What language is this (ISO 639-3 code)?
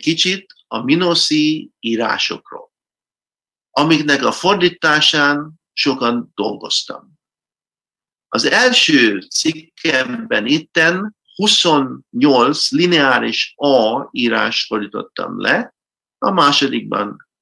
hun